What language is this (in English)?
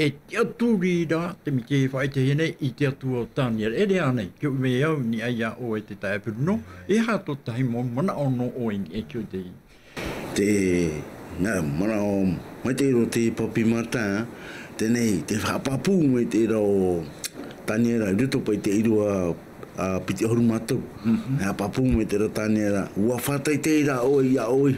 Tahitian